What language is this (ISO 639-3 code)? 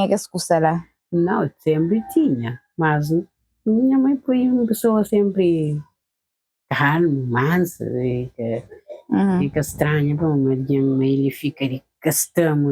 kea